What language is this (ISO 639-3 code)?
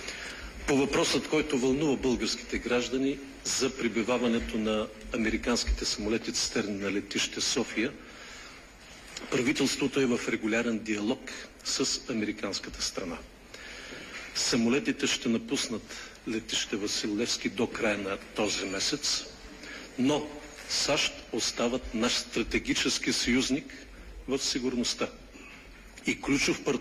bul